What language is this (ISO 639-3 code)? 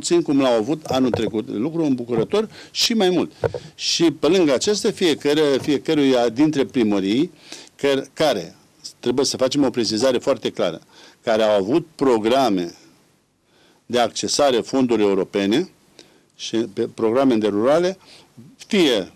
ron